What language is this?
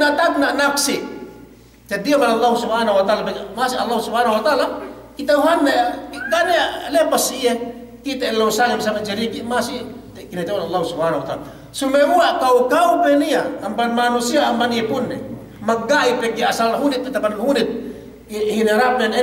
Yakan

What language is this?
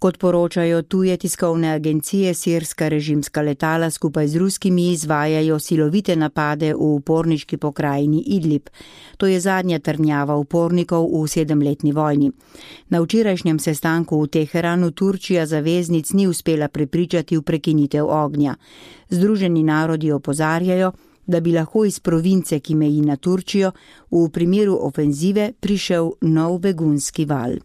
Slovenian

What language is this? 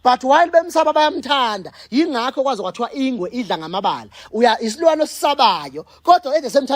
Zulu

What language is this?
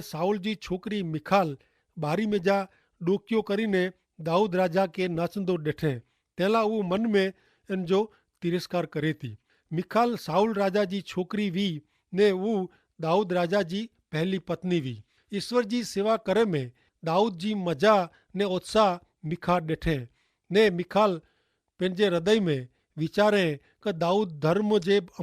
Kachhi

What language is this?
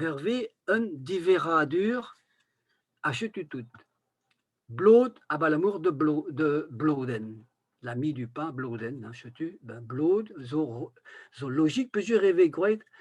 Breton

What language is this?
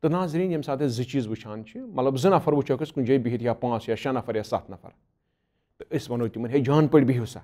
Kashmiri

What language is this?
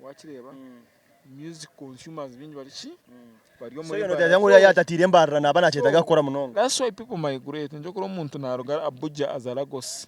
Nyankole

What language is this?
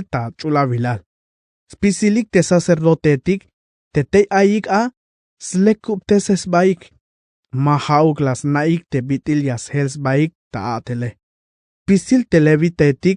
Tzeltal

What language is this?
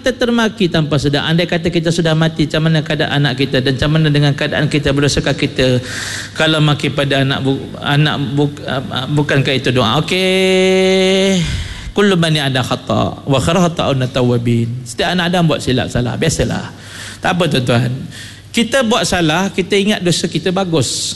Malay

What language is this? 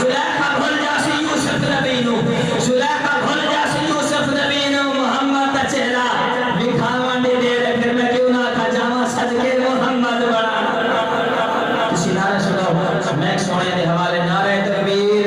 Saraiki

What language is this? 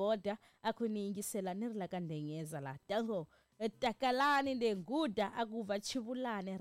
Tsonga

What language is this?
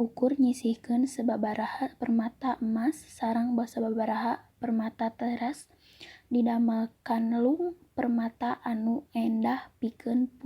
Sundanese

